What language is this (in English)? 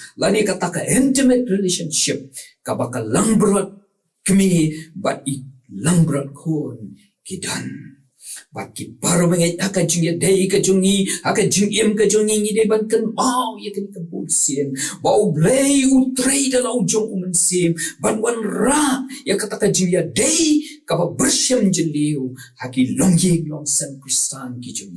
Khasi